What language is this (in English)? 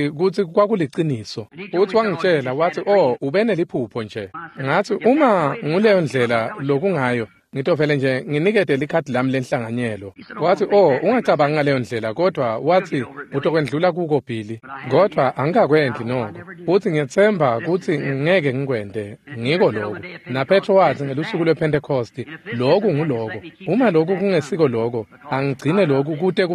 Swati